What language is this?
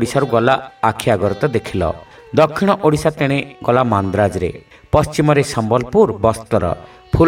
Odia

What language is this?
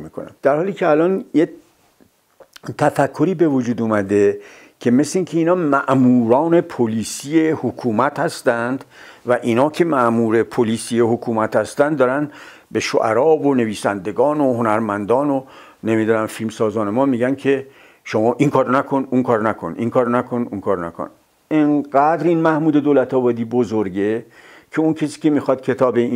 Persian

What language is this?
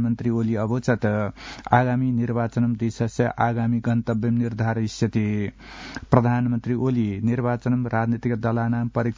Sanskrit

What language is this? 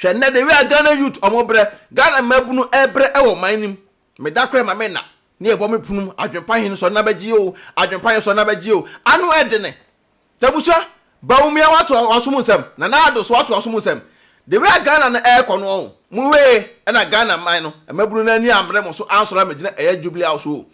Akan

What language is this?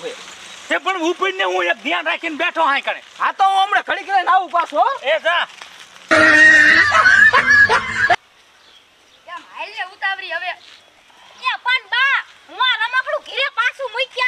Gujarati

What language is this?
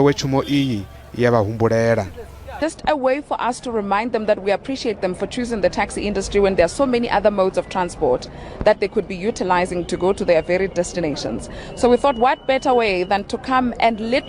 Venda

